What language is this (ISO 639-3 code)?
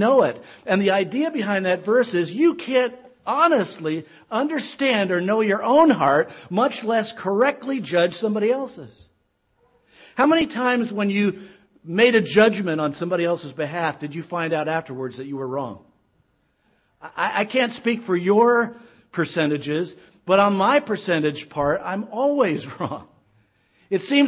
eng